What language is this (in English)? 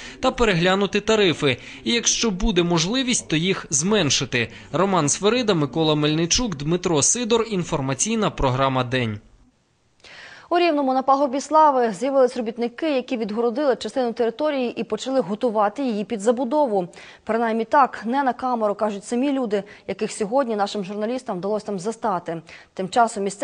Ukrainian